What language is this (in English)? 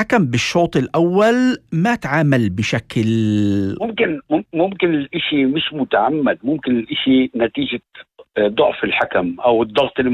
North Levantine Arabic